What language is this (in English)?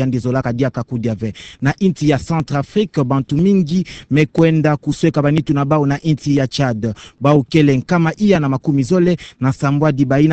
Kituba (Democratic Republic of Congo)